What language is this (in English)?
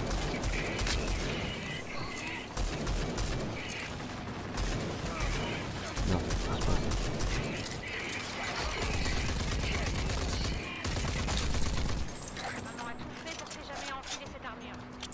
French